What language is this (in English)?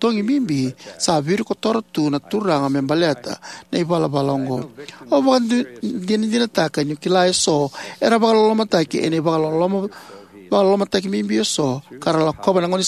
Fijian